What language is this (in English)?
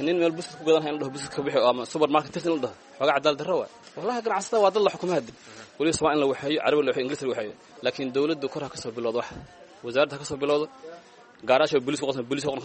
Somali